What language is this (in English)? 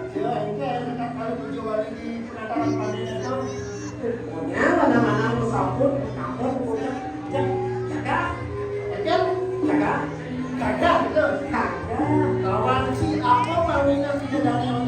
Balinese